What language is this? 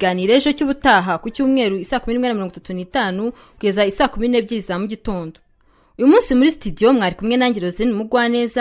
Kinyarwanda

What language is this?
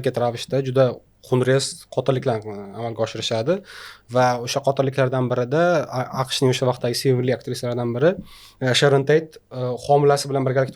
Uzbek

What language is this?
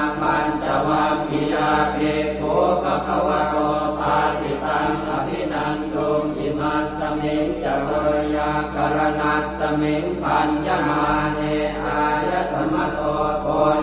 Pali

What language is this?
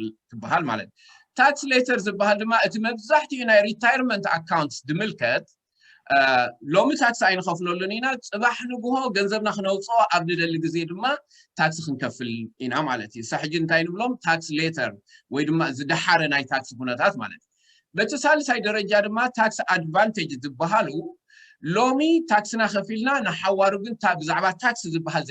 Tigrinya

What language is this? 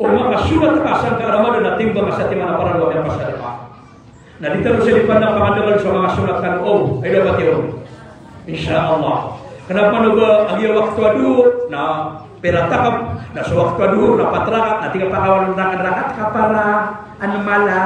Maranao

